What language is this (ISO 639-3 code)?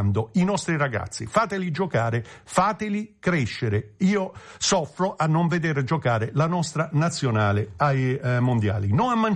ita